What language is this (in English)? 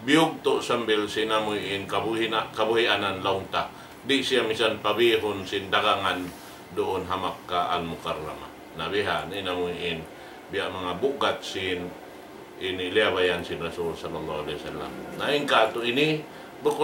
Tausug